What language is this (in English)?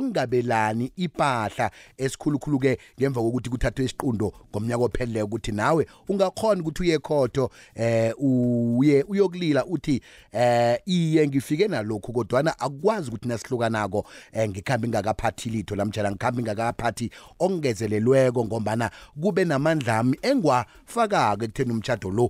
South Ndebele